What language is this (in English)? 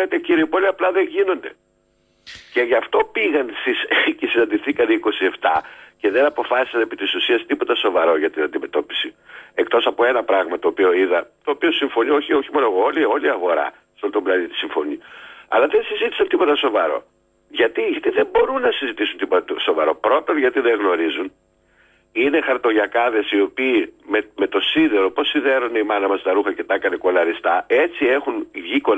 Greek